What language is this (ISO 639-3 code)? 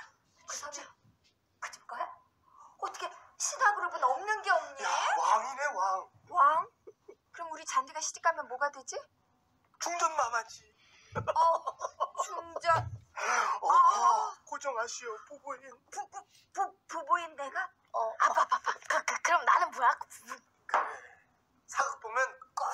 kor